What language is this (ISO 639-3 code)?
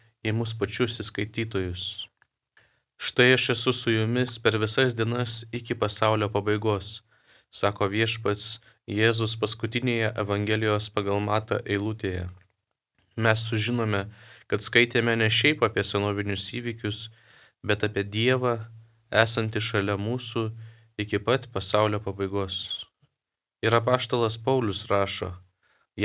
lit